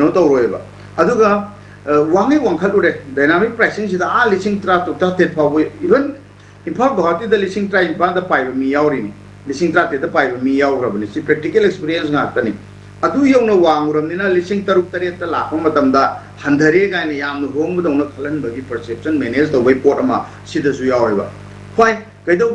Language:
Manipuri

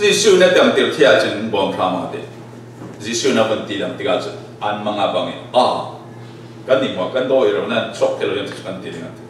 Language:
Falam Chin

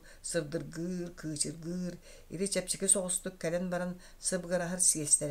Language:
Yakut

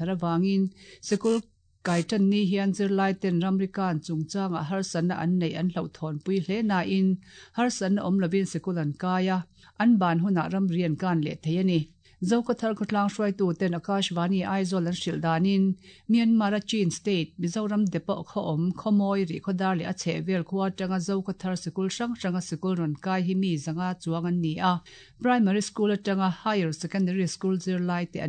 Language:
Mizo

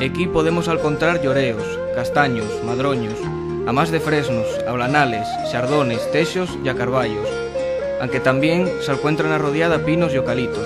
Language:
Asturian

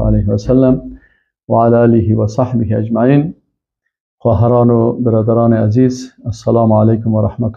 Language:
Persian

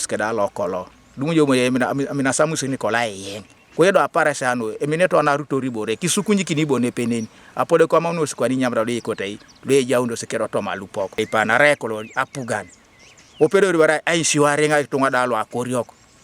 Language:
Teso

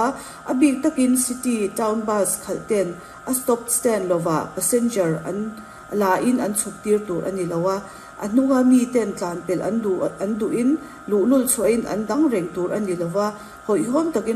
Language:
Mizo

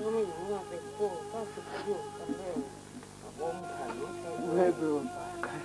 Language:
Poumei Naga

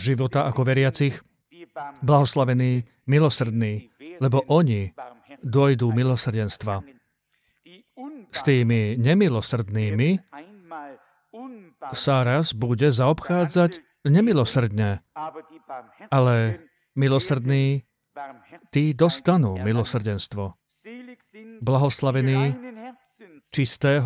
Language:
Slovak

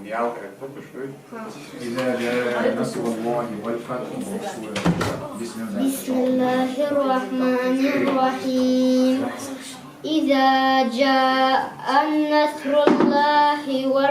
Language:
Chechen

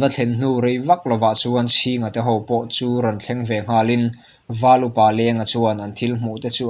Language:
Mizo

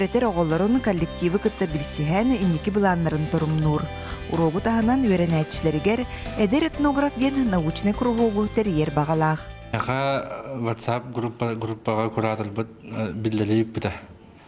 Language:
Yakut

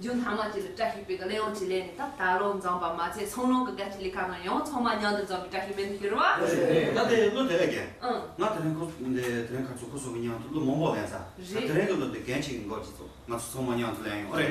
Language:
Tibetan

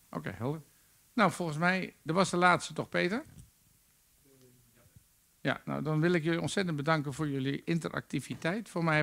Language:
Dutch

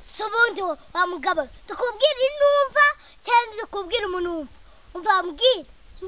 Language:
Kinyarwanda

